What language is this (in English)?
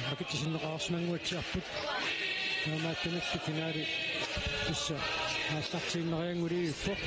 Kalaallisut